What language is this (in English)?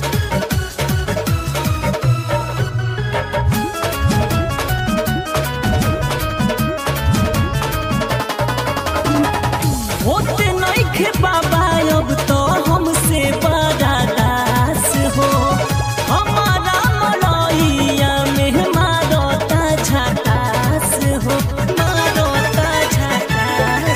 Bhojpuri